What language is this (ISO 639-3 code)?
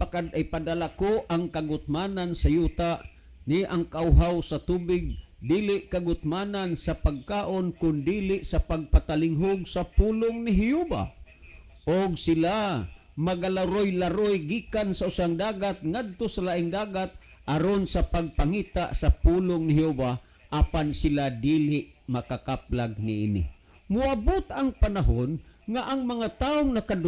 ceb